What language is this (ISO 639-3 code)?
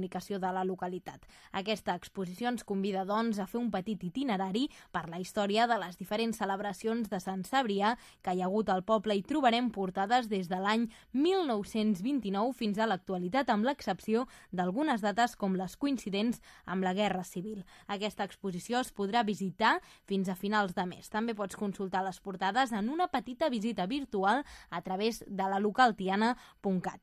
cat